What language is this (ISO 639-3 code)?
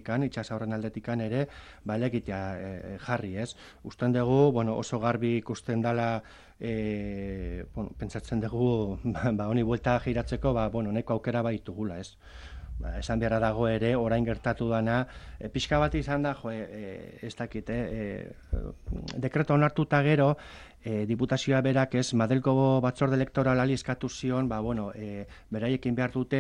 eus